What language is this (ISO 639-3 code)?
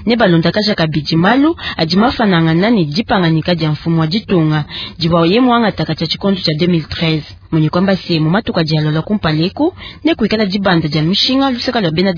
lua